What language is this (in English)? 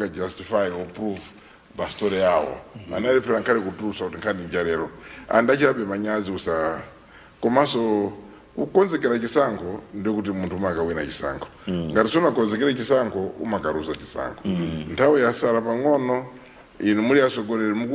Nyanja